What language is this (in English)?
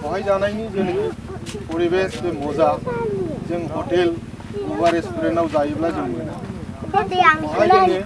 Bodo